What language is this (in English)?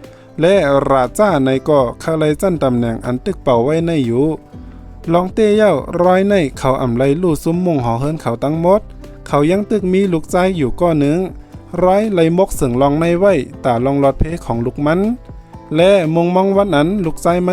Shan